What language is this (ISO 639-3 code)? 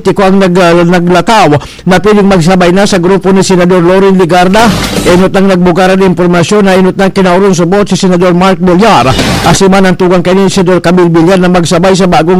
bik